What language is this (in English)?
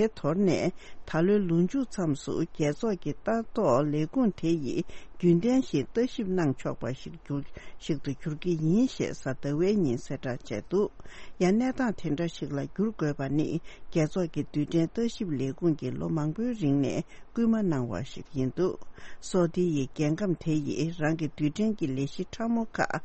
Tibetan